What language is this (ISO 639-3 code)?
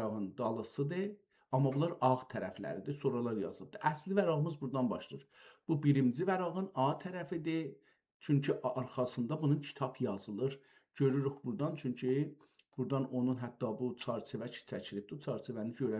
azb